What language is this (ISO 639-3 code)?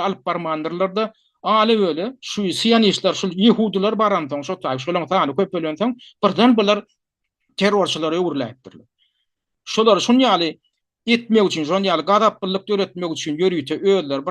tuk